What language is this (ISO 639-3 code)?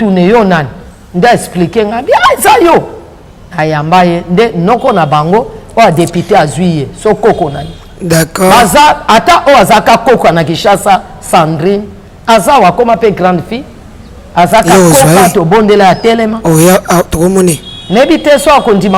lin